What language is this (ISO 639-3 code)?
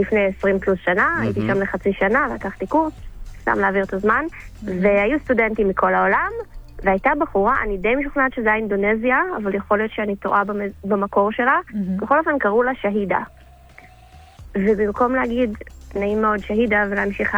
heb